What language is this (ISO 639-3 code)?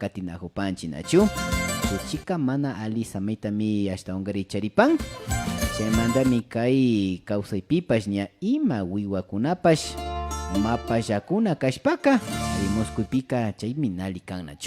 qvi